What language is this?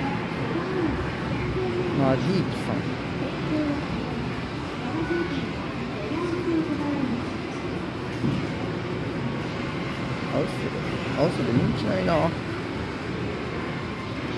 Japanese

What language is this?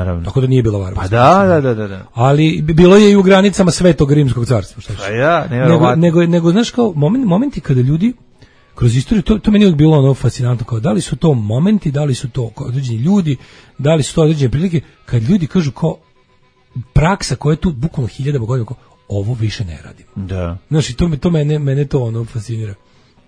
Serbian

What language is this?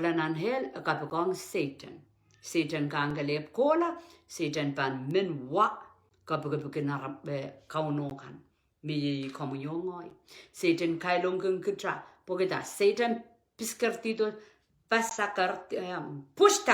Pohnpeian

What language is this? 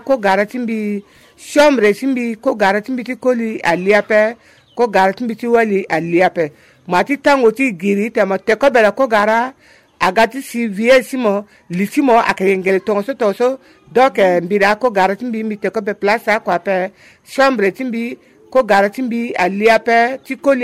Sango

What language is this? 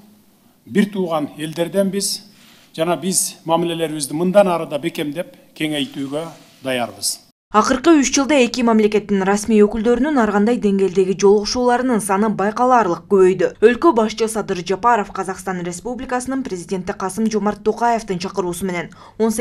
Kyrgyz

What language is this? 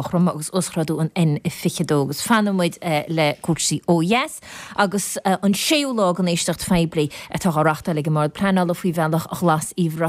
Irish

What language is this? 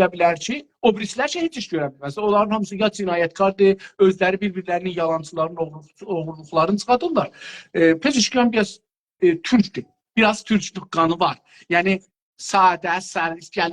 South Azerbaijani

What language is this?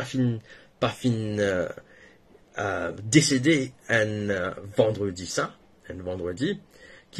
Morisyen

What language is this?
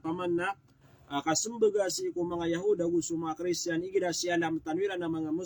Maranao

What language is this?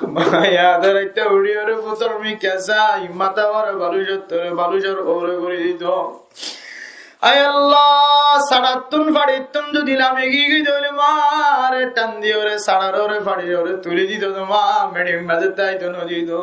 Rohingya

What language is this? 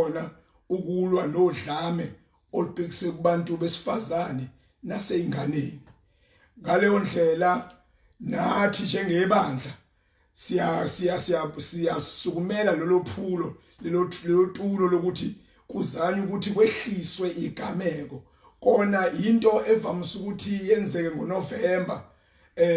Zulu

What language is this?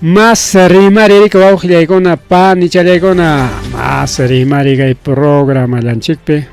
Ayacucho Quechua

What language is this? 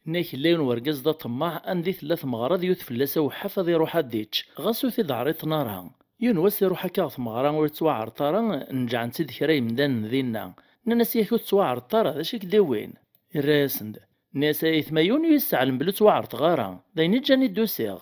Kabyle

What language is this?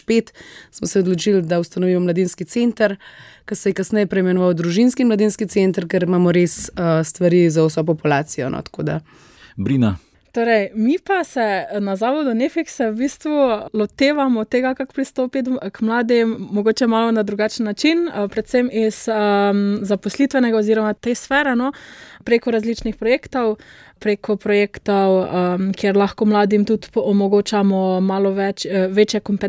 Slovenian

